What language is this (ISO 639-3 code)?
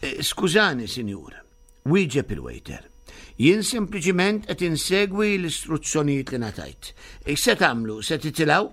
mlt